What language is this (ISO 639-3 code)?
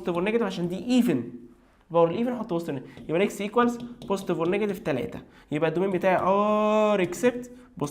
arz